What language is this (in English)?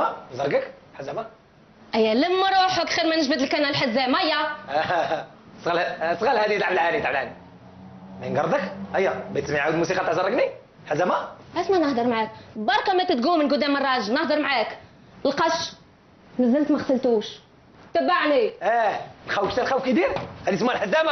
Algerian Arabic